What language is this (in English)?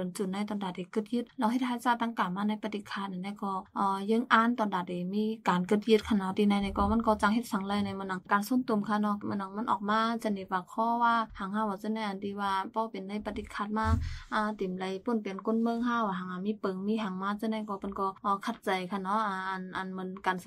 Shan